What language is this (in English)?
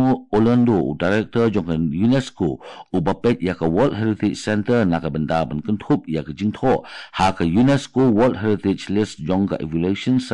Khasi